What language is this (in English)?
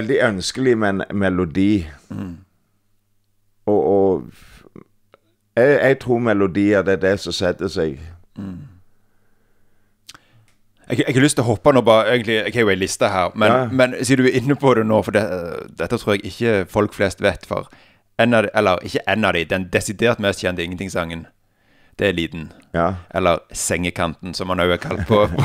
Norwegian